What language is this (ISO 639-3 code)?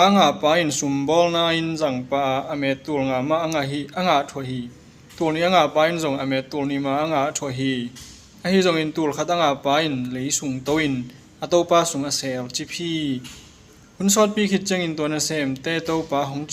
ctd